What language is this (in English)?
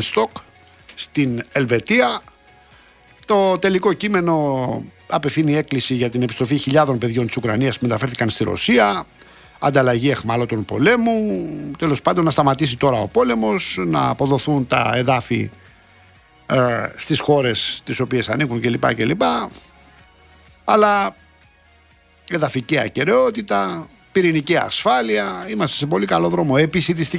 Greek